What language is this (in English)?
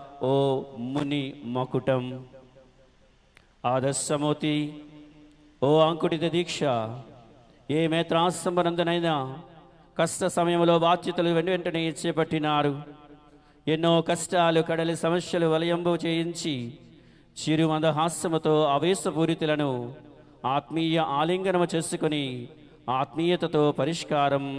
Telugu